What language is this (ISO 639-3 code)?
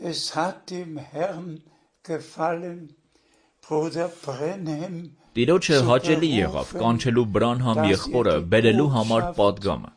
hye